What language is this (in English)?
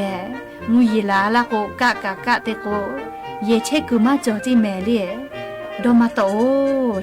Lahu